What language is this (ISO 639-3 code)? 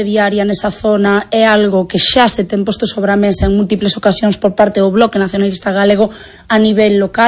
glg